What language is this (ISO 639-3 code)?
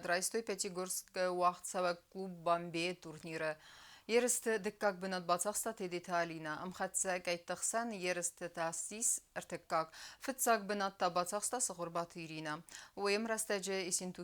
oss